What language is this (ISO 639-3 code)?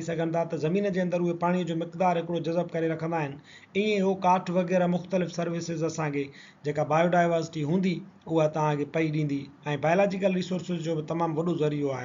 snd